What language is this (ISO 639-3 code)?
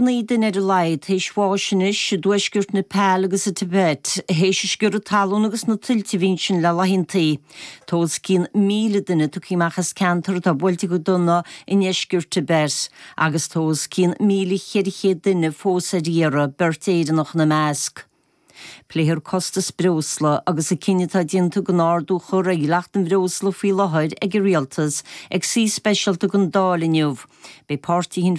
gle